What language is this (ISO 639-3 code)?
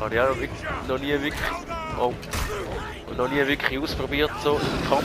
gsw